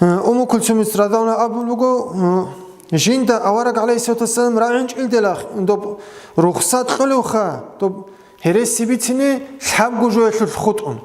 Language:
Avaric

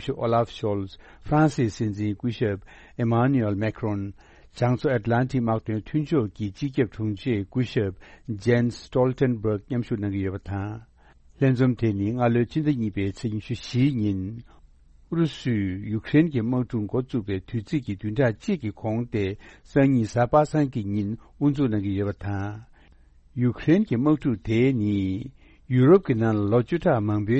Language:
Tibetan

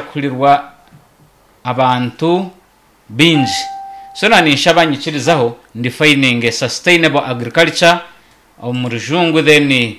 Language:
Nyankole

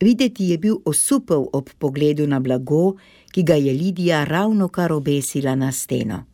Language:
Slovenian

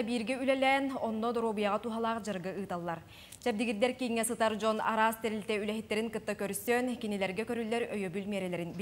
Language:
Yakut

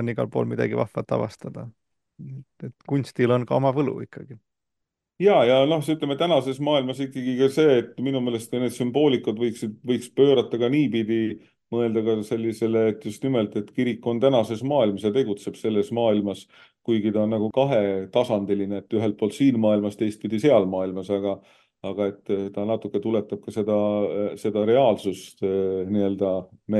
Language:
Estonian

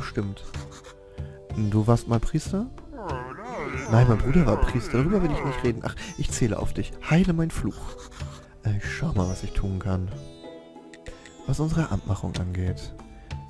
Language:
German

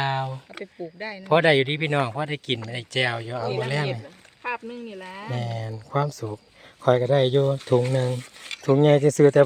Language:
Lao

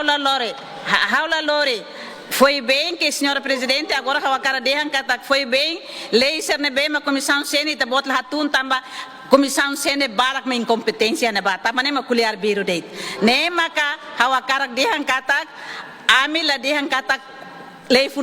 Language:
Tetum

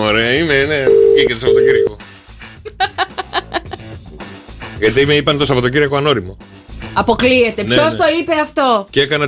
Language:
Greek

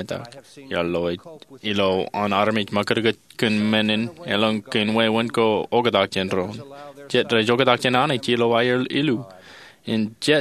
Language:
Marshallese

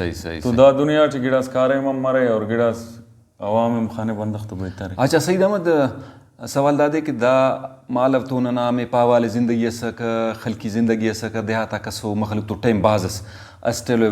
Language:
Brahui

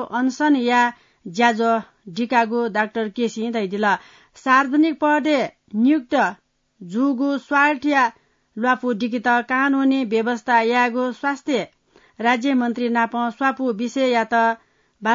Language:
Newari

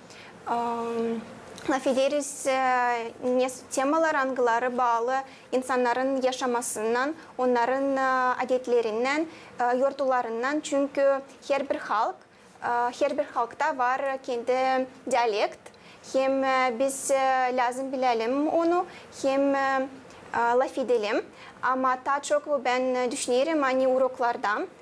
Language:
Gagauz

